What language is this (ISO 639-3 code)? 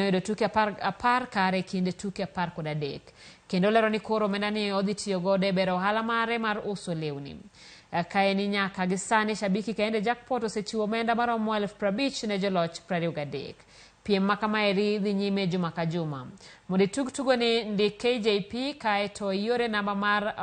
luo